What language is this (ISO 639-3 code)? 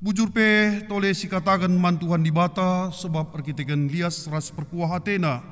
btx